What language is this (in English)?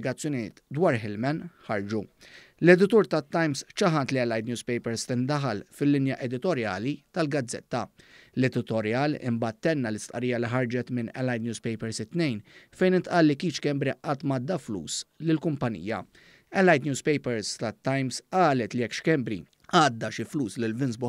Maltese